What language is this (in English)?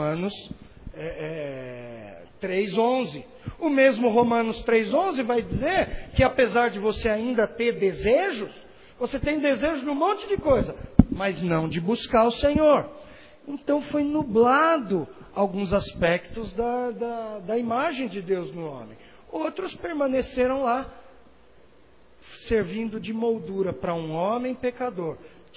Portuguese